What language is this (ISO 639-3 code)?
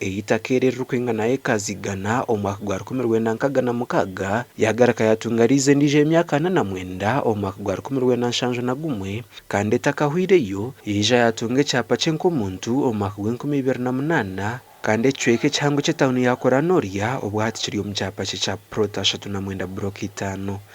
nyn